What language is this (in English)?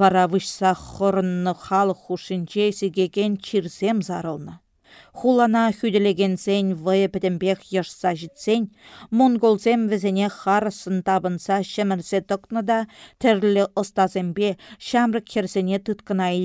Chuvash